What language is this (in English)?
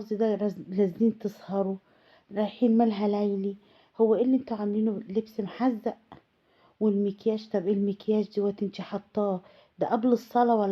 Egyptian Arabic